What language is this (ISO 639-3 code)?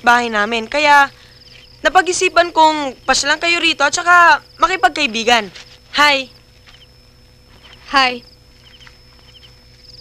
fil